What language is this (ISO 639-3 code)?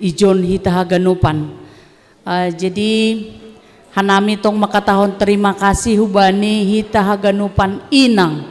bts